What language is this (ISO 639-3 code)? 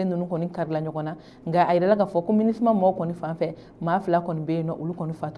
bam